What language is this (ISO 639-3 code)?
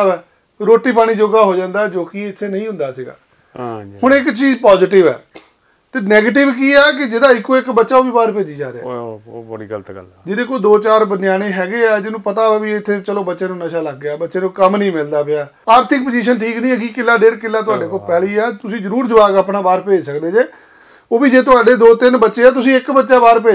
pan